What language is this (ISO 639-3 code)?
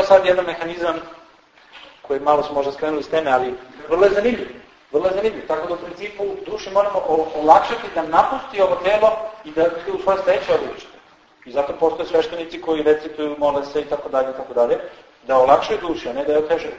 srp